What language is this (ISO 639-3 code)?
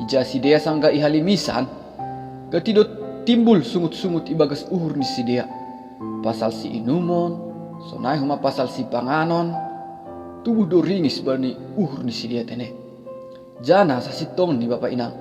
bts